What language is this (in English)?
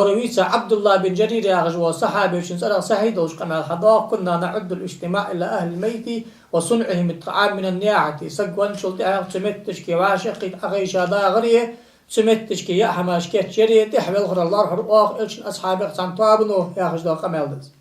Ingush